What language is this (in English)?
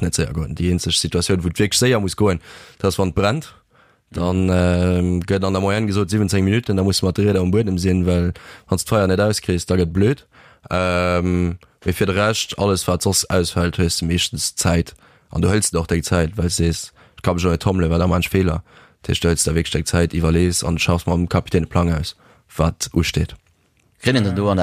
Luxembourgish